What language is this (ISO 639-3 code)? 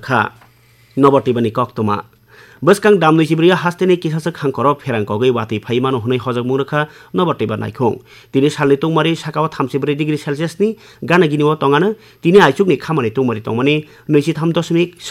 trp